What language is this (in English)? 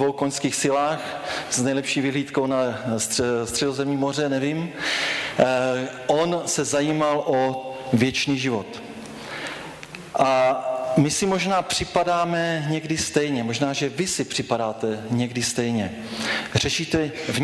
Czech